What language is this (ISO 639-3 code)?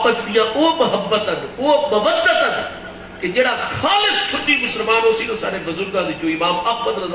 skr